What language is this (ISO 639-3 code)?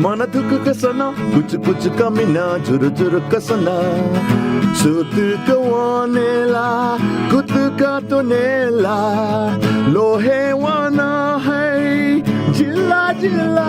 new